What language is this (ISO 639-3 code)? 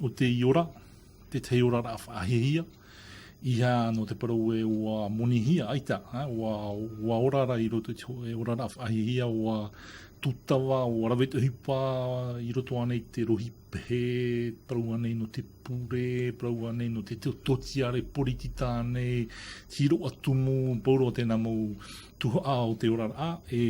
tah